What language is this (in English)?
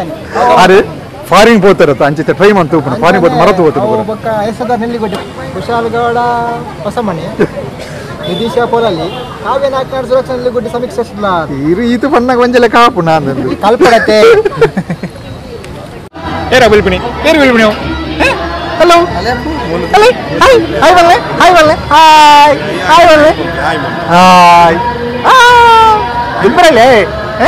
Tulu